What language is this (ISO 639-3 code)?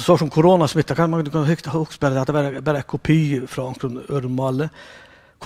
fao